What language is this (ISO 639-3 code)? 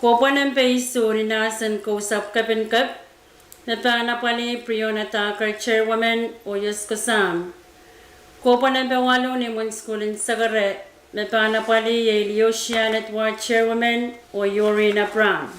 pon